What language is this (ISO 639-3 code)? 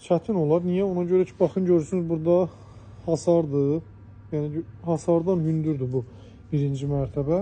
aze